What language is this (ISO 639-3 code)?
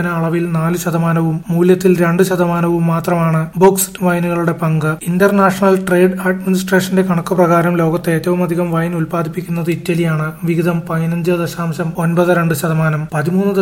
mal